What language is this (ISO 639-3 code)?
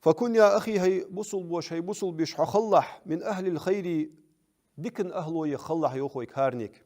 inh